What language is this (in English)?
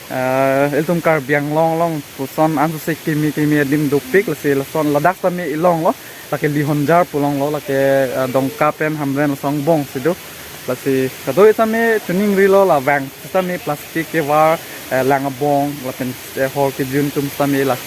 Karbi